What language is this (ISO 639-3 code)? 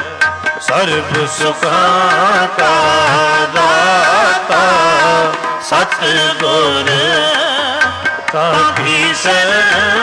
pan